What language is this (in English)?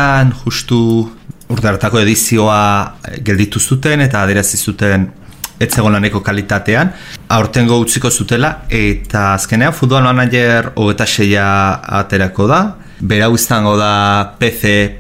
Basque